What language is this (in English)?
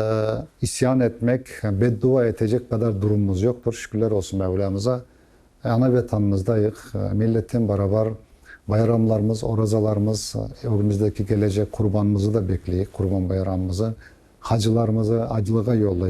Crimean Tatar